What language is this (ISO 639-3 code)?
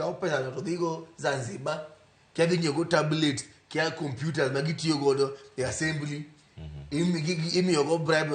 luo